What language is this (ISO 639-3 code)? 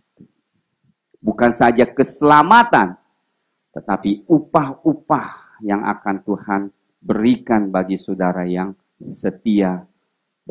ind